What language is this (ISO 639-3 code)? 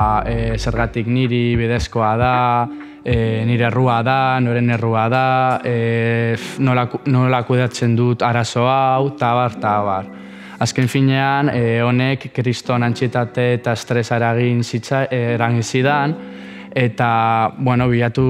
eus